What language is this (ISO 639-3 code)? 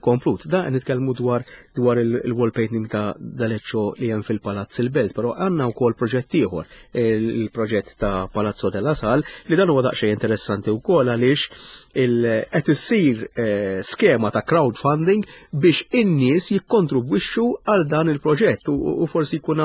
mlt